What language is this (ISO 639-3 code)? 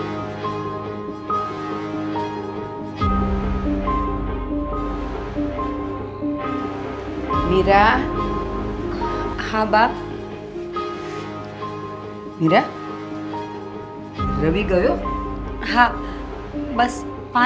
guj